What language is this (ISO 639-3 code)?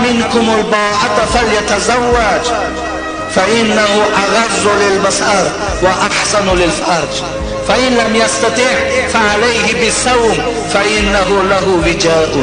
tgk